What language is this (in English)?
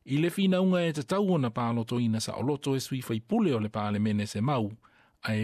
Samoan